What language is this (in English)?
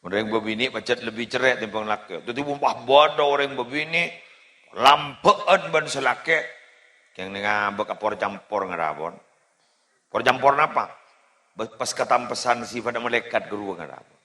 Madurese